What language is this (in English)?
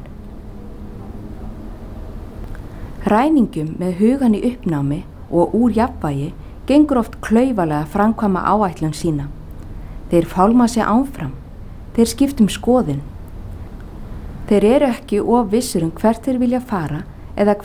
Icelandic